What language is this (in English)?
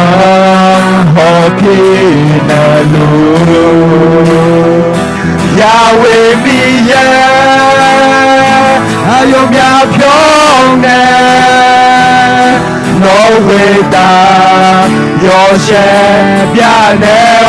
Akha